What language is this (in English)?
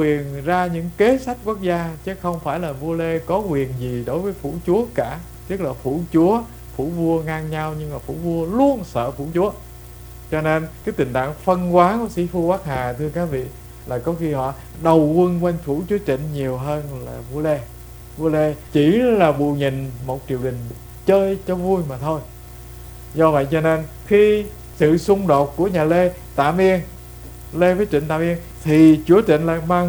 Vietnamese